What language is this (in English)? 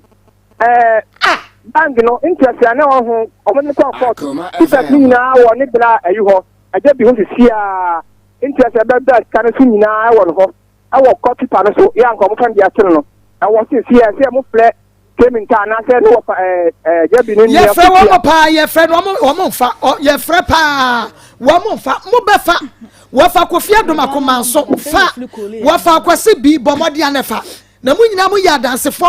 Akan